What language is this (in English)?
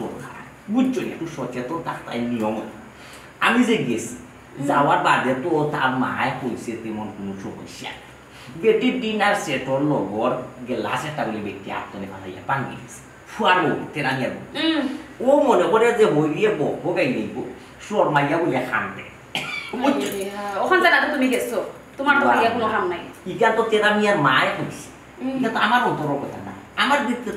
Sylheti